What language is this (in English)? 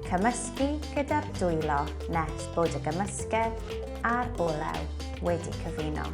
Welsh